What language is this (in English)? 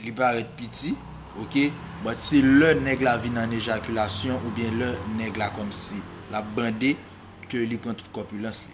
Haitian Creole